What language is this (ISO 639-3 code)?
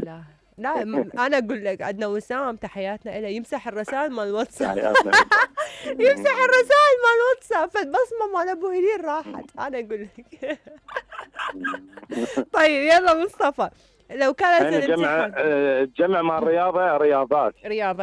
acm